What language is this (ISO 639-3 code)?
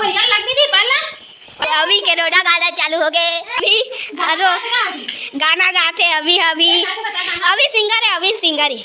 hne